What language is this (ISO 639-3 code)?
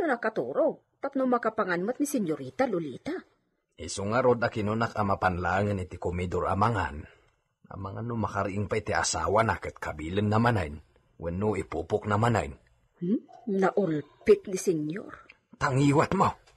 ilo